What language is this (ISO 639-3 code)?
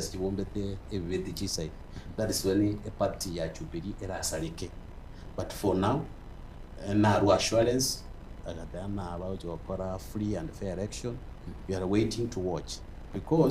guz